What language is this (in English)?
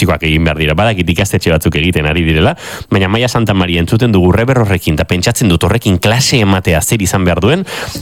Basque